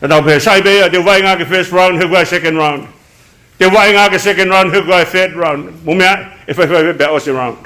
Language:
Tongan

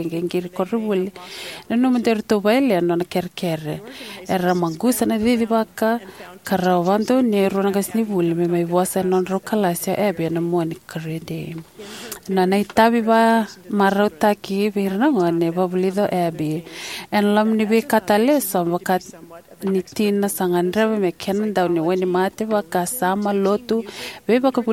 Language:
Fijian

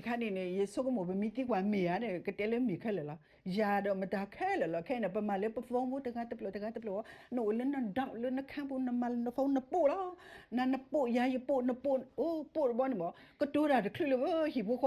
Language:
S'gaw Karen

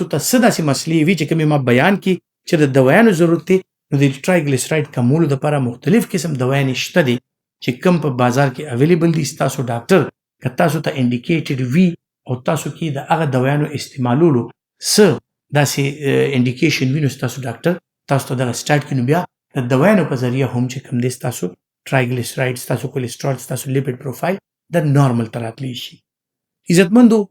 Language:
Pashto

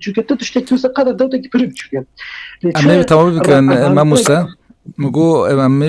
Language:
Kurdish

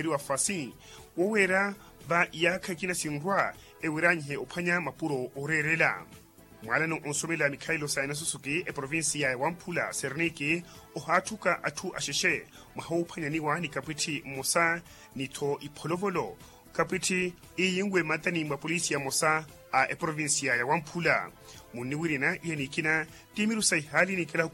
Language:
Makhuwa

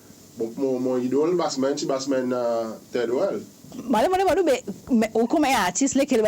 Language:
Seselwa Creole French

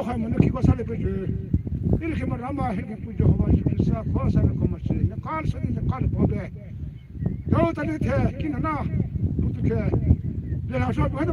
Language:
Poumei Naga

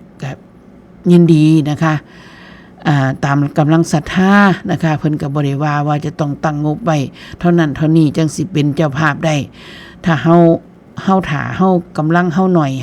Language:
Northeastern Thai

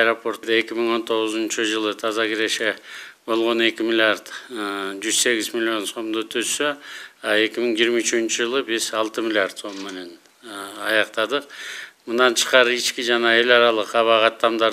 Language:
Kyrgyz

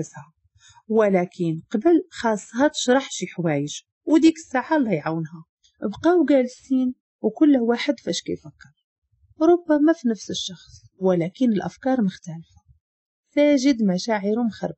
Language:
Moroccan Arabic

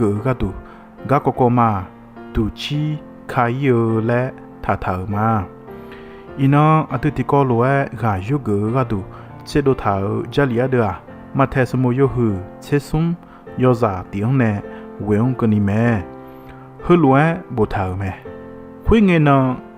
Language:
Akha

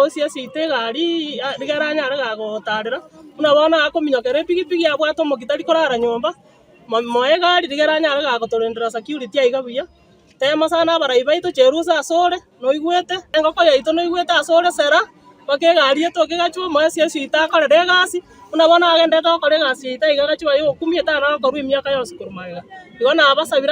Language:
Gusii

